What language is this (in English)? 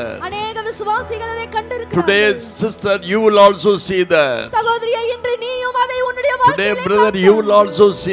Tamil